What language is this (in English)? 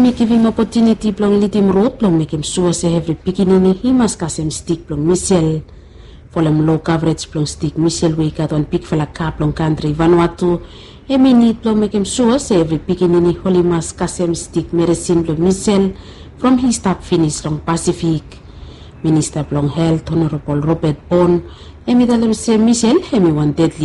Bislama